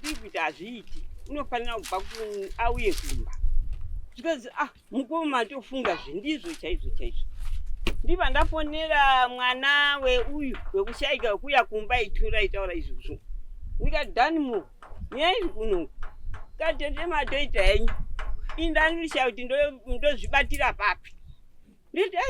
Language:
Shona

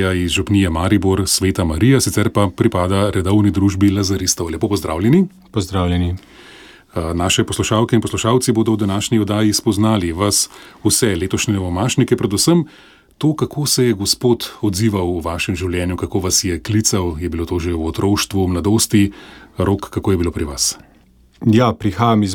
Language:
Slovenian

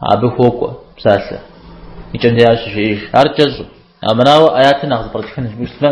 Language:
Kabardian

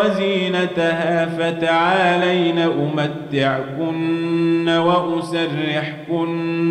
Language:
Arabic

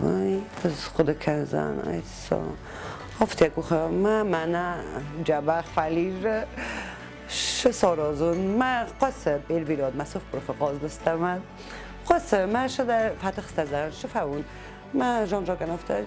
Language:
Ossetic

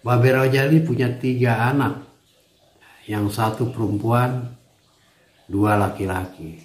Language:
Betawi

